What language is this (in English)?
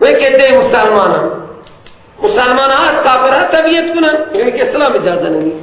Persian